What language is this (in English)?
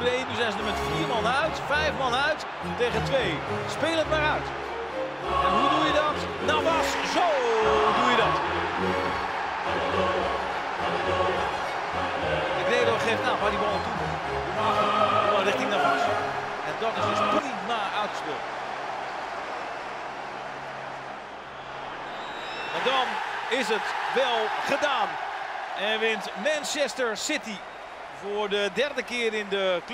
Dutch